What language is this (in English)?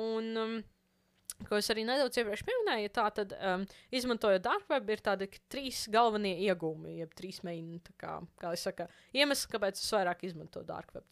Latvian